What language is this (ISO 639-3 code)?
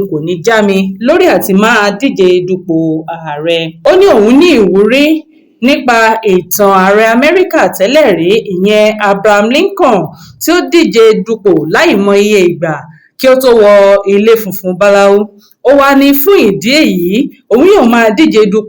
yor